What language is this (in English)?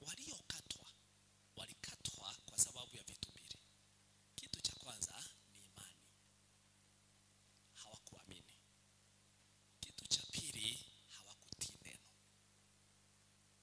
Swahili